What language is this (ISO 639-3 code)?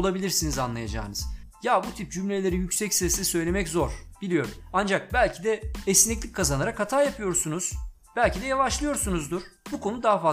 tur